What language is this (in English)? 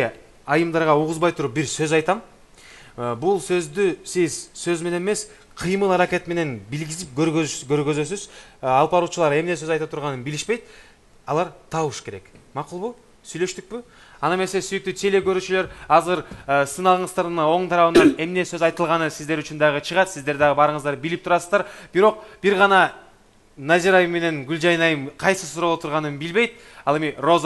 Kyrgyz